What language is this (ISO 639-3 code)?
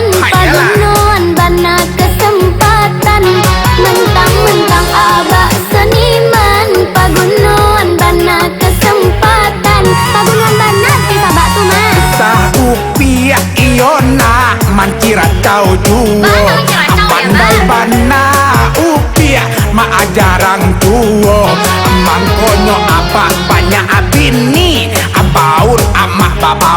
min